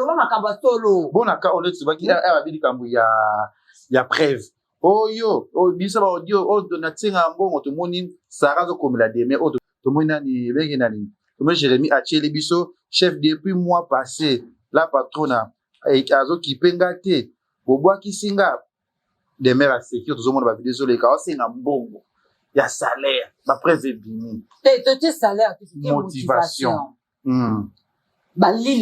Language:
Lingala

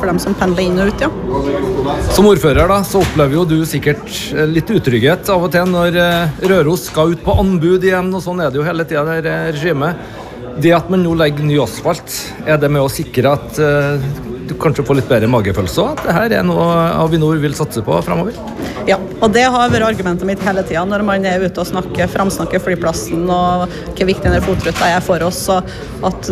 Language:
Norwegian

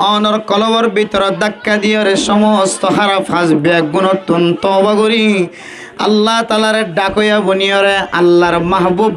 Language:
Rohingya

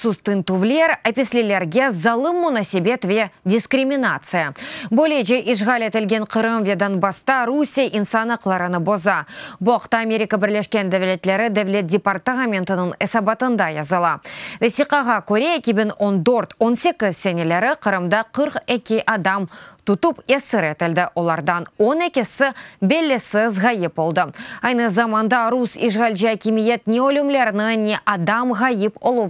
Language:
Crimean Tatar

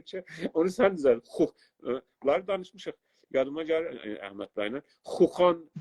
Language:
South Azerbaijani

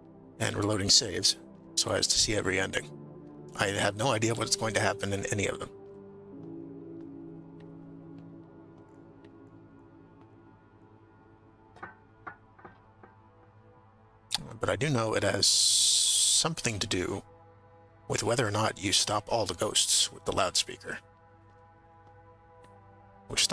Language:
English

